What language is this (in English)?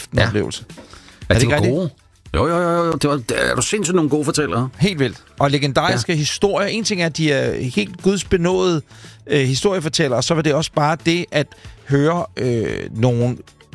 Danish